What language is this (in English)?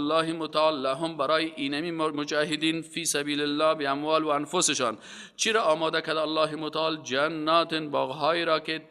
Persian